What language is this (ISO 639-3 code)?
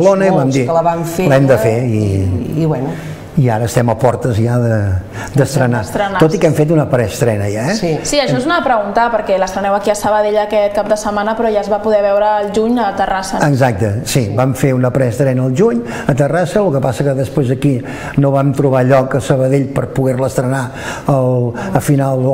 cat